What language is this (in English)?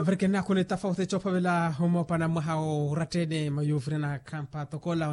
Makhuwa